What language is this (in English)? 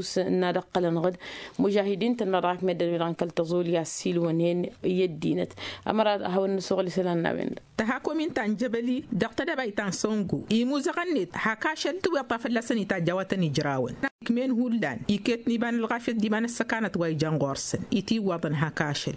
Tamasheq